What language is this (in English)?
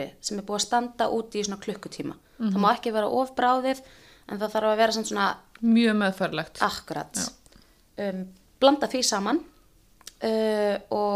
Icelandic